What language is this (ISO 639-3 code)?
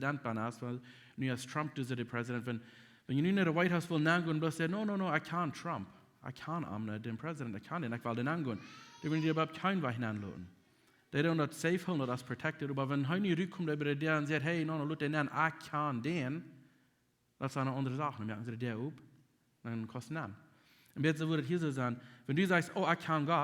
pdt